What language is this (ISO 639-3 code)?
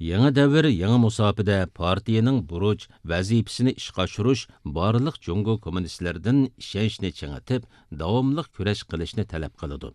uig